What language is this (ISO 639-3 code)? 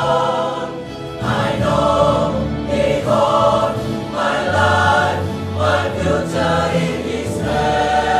bts